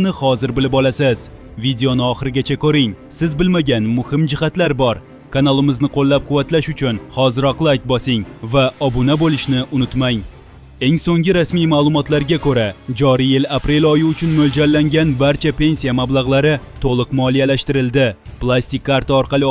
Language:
Uzbek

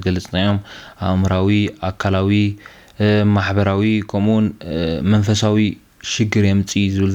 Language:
Tigrinya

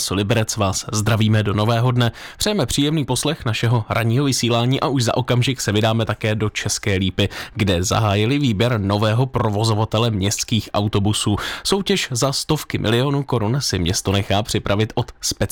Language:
Czech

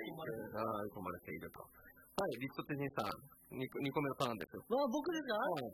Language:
Japanese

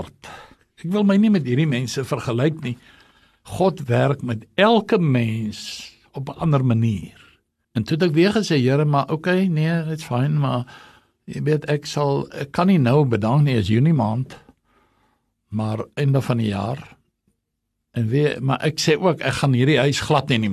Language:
Afrikaans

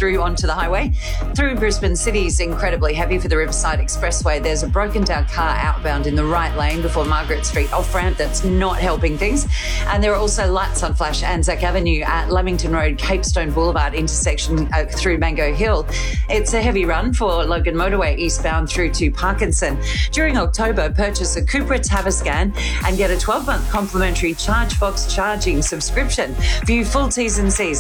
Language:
English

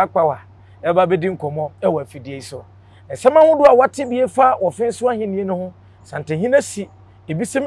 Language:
Akan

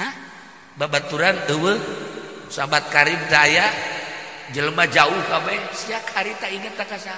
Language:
Sundanese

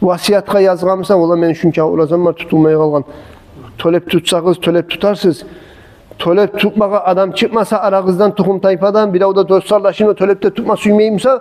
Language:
Kumyk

